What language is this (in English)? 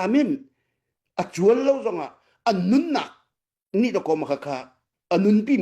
Hakha Chin